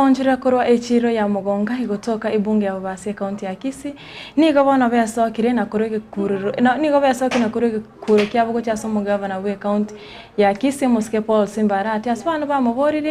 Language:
Gusii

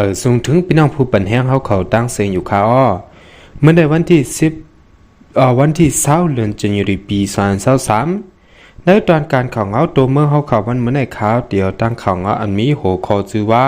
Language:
Shan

